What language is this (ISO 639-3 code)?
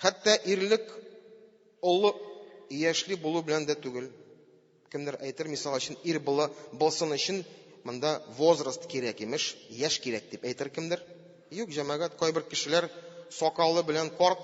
tat